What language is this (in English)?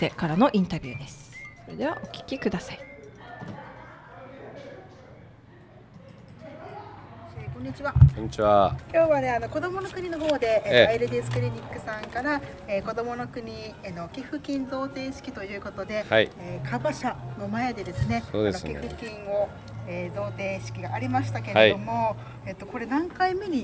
Japanese